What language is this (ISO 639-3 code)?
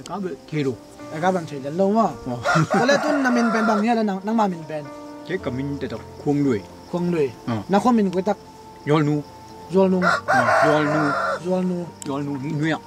ctd